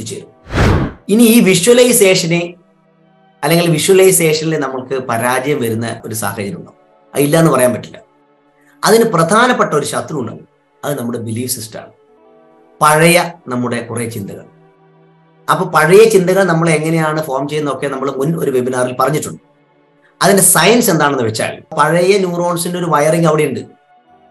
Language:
Malayalam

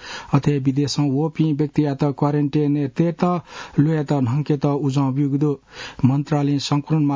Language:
Newari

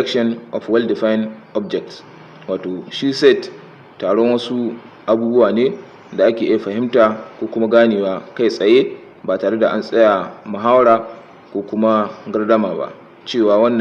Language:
Hausa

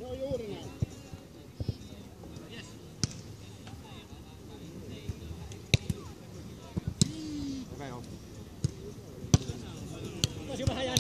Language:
Finnish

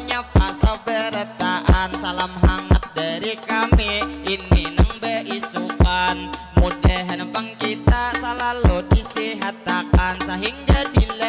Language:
Banjar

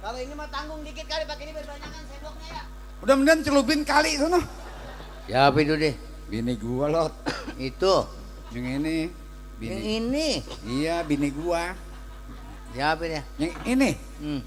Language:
Betawi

